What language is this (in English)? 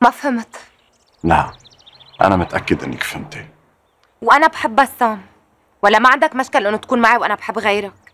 North Levantine Arabic